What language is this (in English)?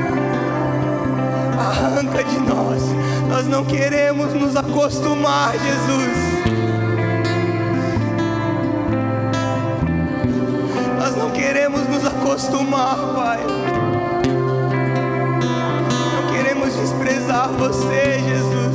Portuguese